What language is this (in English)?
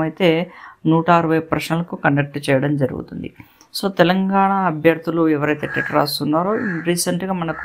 Telugu